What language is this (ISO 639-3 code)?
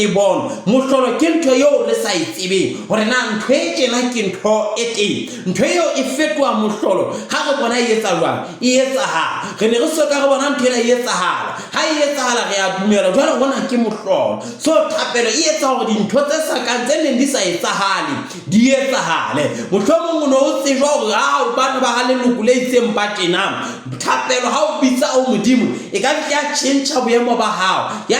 sot